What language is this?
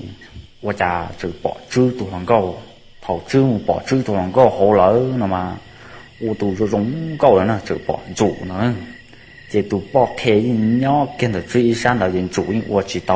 Hmong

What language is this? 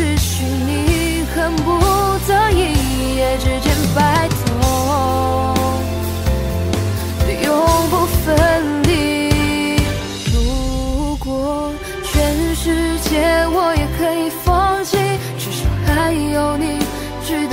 Chinese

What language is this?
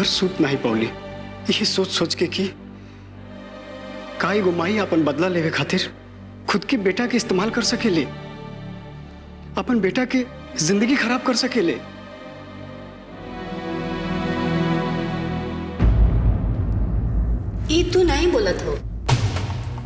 Bhojpuri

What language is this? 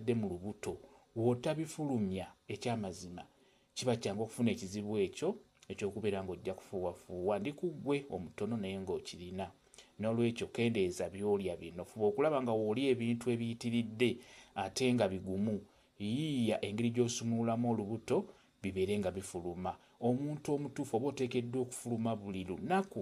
Ganda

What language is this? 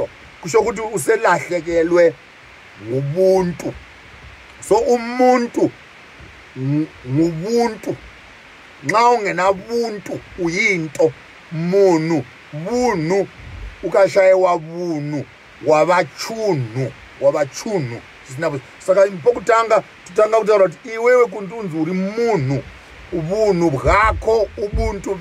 Shona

